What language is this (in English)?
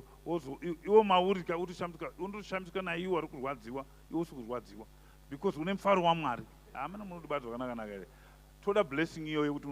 Shona